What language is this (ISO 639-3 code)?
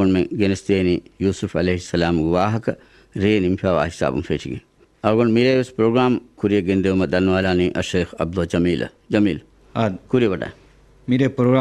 div